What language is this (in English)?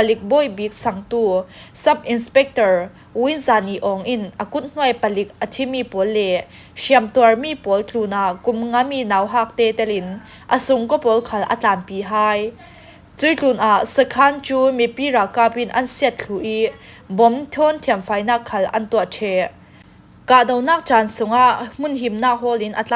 Falam Chin